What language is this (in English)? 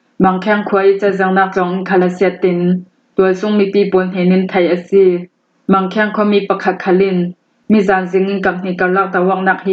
Hakha Chin